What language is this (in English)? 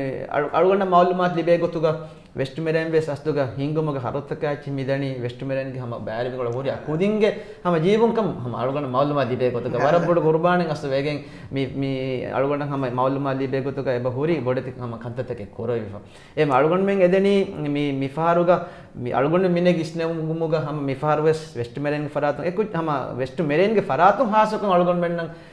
Divehi